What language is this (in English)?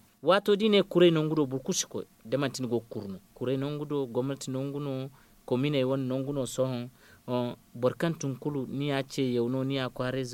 Zarma